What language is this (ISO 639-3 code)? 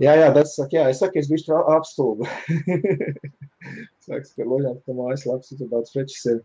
lav